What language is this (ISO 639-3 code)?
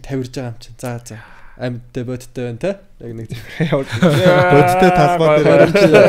mon